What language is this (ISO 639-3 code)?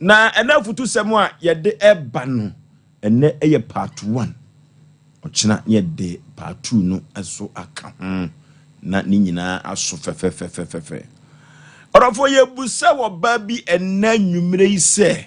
aka